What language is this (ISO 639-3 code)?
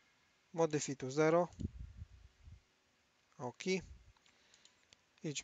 pol